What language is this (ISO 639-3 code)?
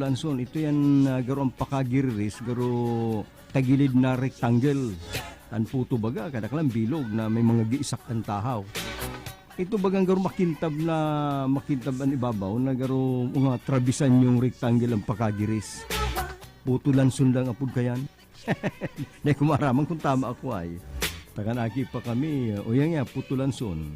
bik